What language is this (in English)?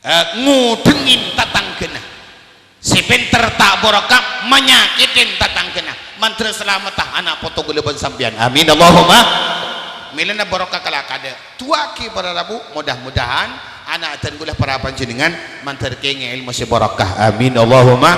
Madurese